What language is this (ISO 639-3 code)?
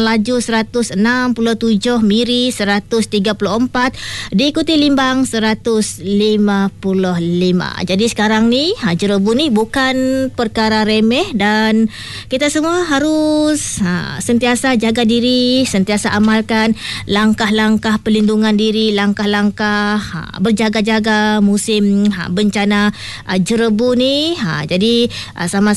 msa